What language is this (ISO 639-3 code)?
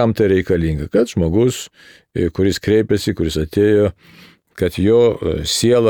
lit